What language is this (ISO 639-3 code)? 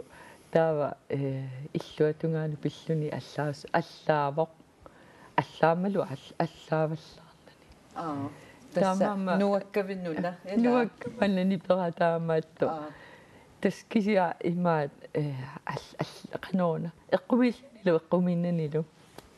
kal